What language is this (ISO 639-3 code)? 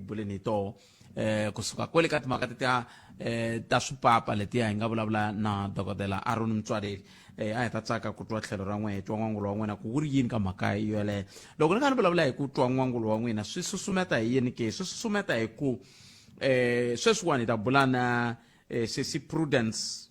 tso